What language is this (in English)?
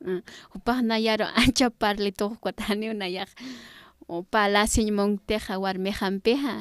Aymara